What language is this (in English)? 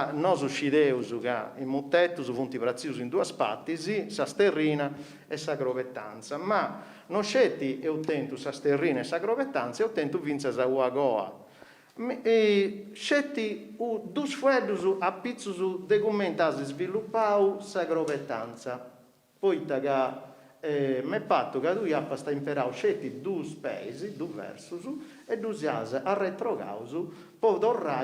Sardinian